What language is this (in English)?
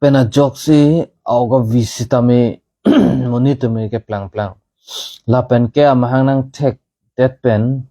Karbi